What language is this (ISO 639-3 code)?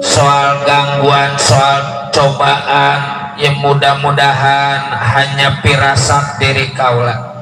bew